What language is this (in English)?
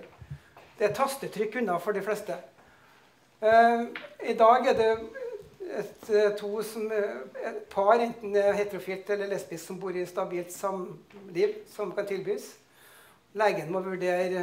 Norwegian